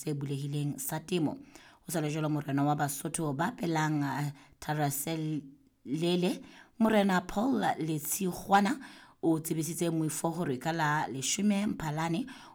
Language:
Southern Sotho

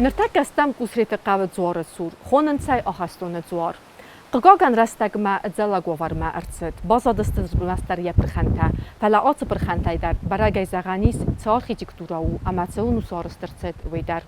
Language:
Ossetic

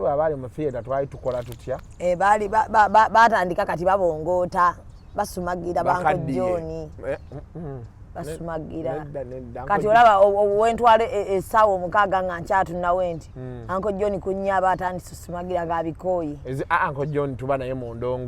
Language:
Ganda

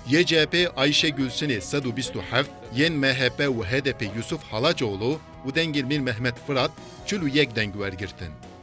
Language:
Kurdish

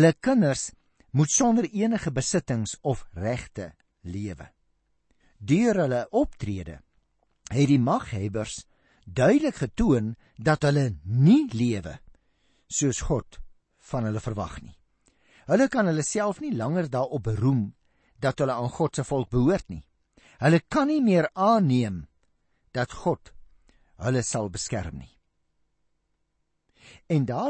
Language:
Afrikaans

